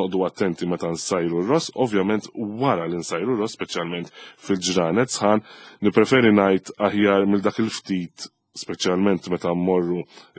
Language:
Maltese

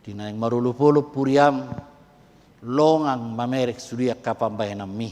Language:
Batak Toba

